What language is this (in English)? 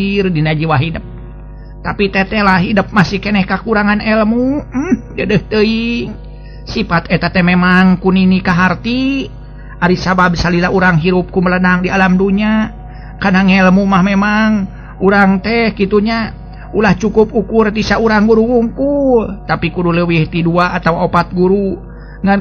Sundanese